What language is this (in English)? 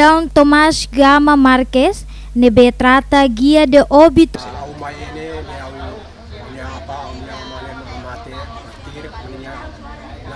Tetum